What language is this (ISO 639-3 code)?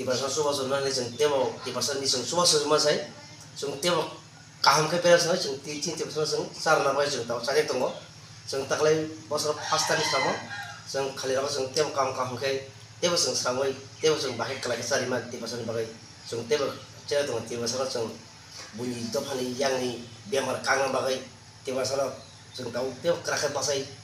trp